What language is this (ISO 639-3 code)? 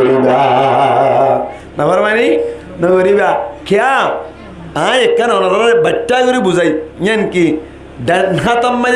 rhg